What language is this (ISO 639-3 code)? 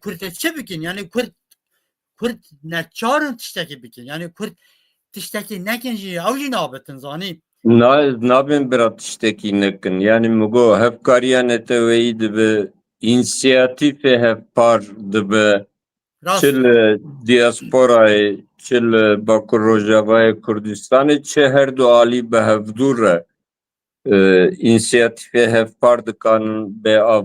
kur